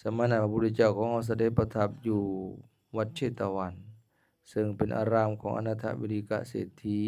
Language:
Lao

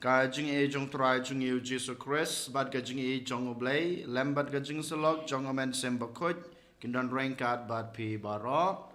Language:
Khasi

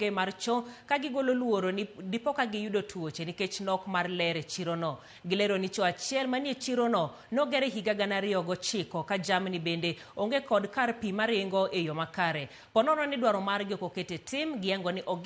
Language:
Luo (Kenya and Tanzania)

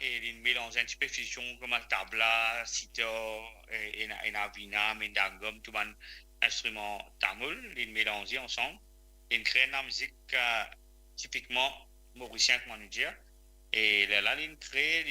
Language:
Morisyen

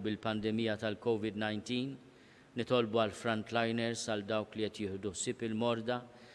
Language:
Maltese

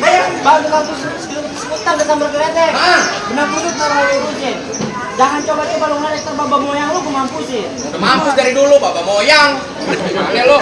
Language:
Betawi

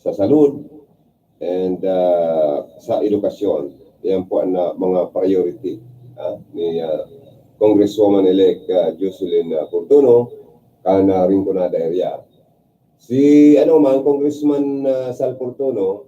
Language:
Bikol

